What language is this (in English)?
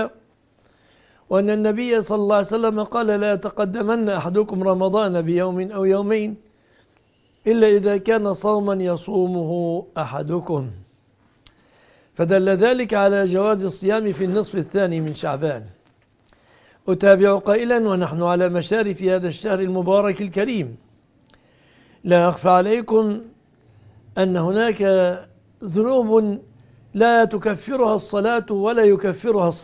Arabic